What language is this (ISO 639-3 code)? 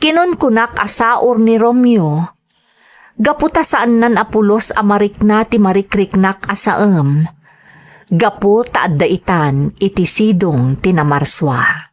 ilo